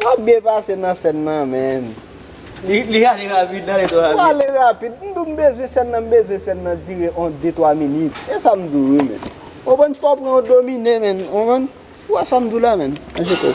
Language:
Haitian Creole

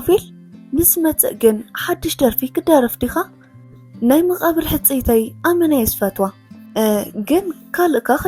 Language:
Tigrinya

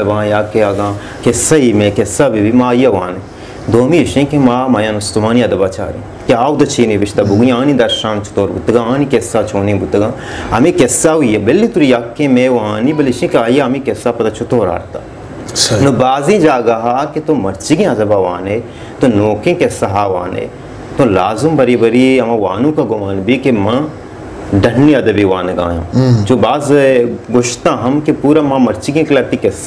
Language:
Baluchi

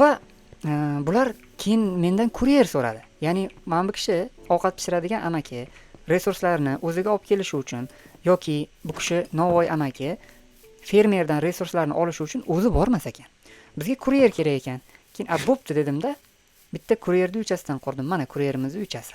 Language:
Uzbek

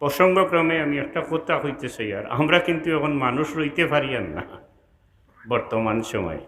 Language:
Sylheti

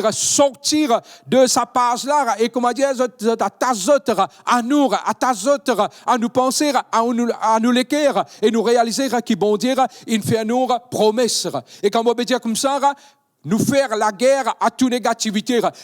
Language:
Morisyen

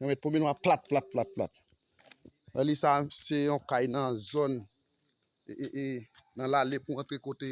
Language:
Haitian Creole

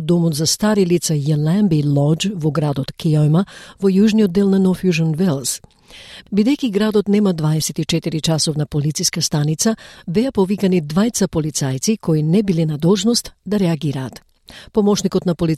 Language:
Macedonian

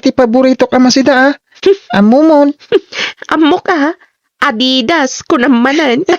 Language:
Iloko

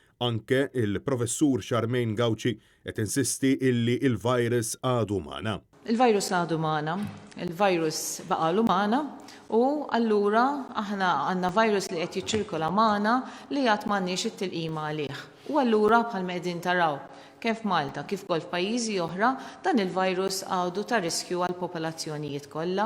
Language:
Maltese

